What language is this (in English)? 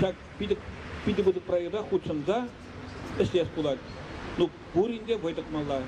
Chuvash